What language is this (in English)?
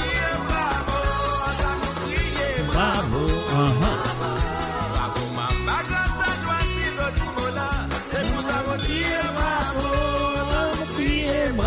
Morisyen